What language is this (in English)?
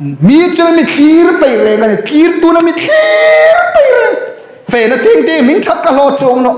Hmar